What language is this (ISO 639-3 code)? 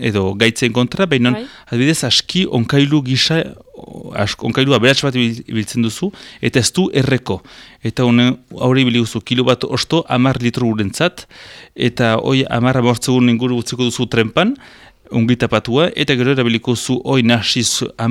eus